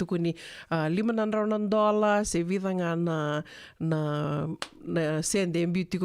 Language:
Fijian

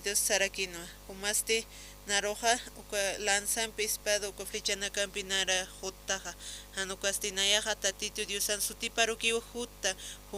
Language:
Aymara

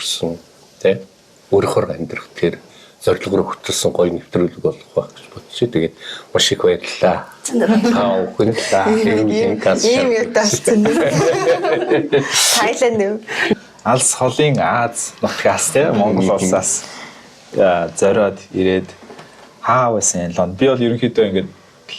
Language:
Mongolian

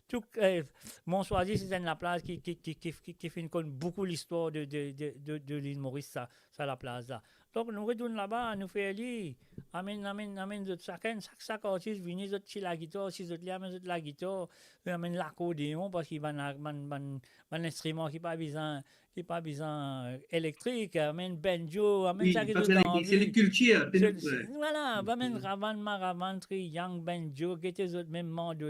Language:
Morisyen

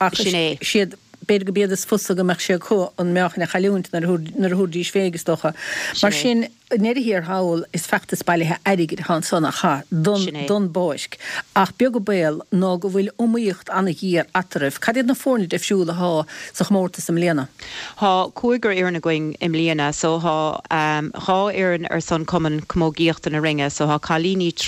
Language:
Irish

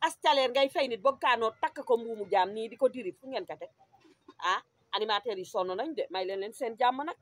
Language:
Wolof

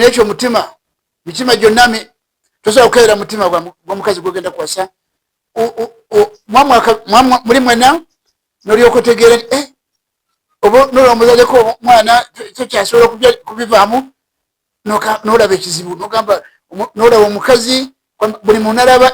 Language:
Ganda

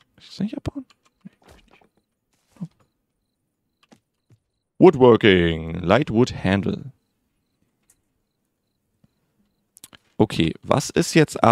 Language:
German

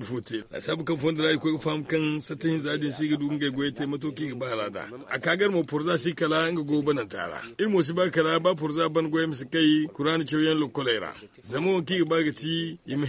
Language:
Zarma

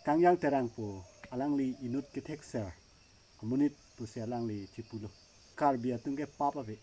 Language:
Karbi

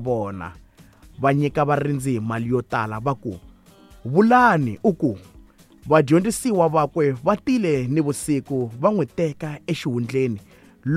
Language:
Tsonga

